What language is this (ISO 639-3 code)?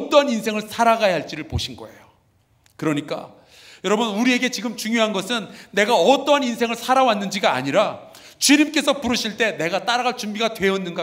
kor